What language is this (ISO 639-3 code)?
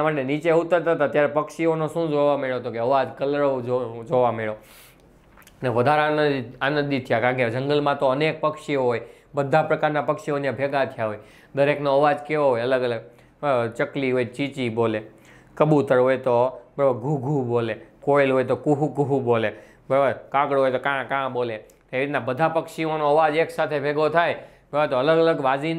guj